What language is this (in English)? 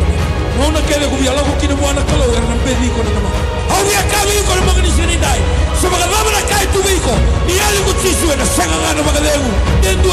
Fijian